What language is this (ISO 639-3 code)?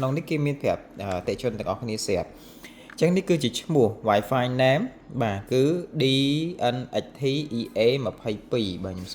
khm